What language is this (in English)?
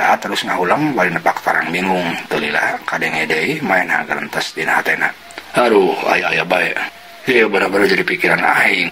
Sundanese